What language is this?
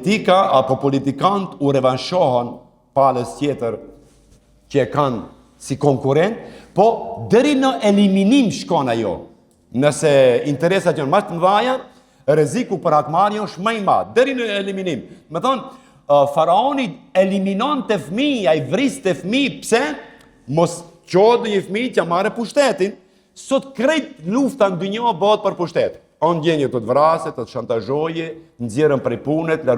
Albanian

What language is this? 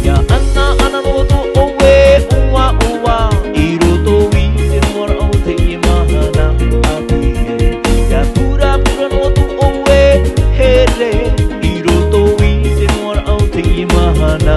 Tahitian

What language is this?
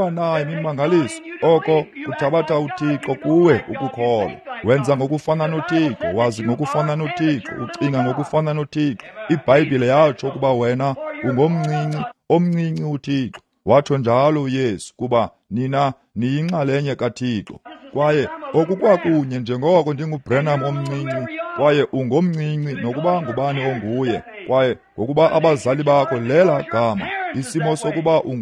Xhosa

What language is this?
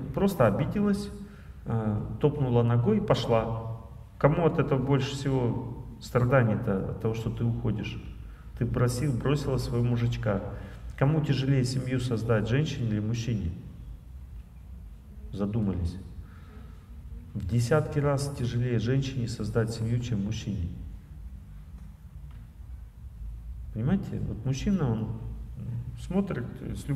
Russian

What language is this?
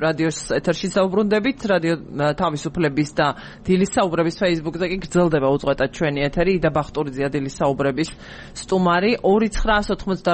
Georgian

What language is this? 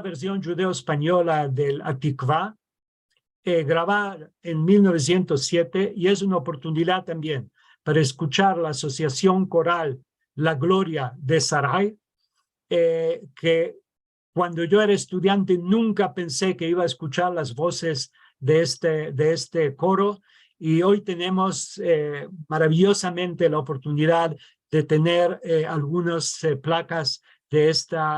Ladino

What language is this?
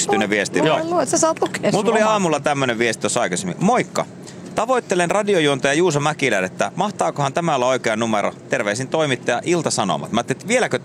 Finnish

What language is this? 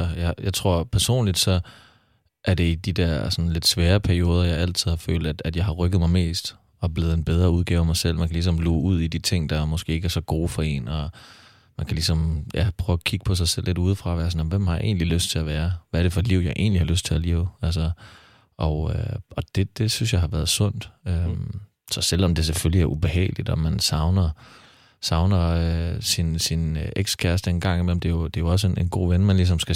Danish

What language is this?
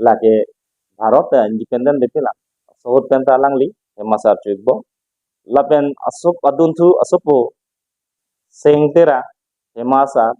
Karbi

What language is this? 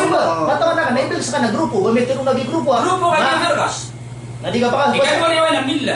Maranao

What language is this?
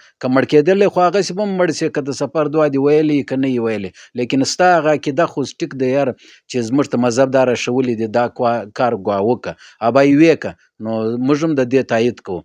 Pashto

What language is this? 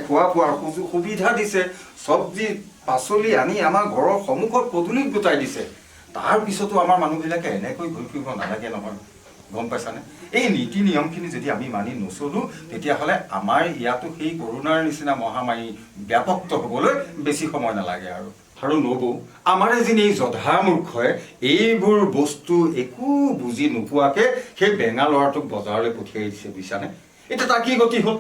Assamese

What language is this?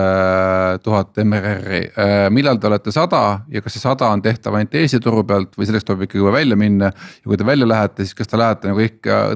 Estonian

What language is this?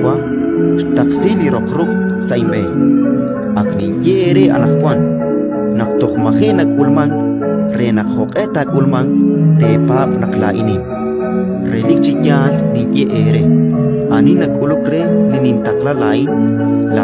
Kekchí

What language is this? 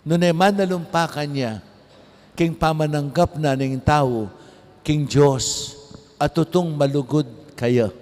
Pampanga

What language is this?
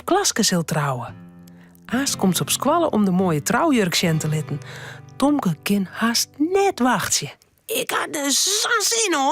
Western Frisian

